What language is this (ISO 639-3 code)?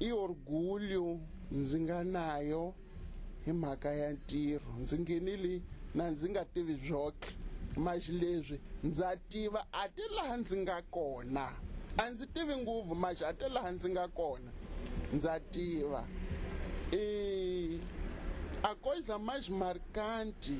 tso